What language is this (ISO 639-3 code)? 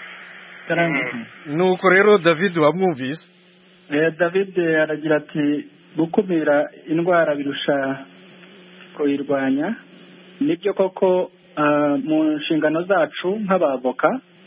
kin